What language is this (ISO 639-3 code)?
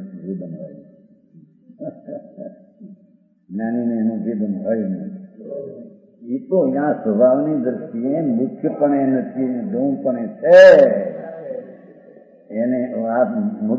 guj